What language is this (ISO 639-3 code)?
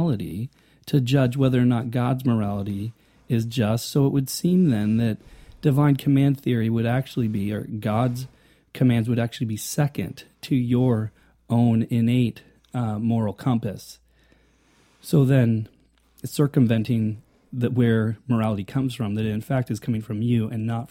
eng